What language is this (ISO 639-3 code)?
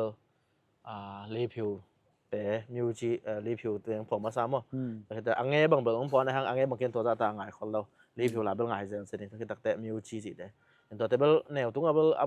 ctd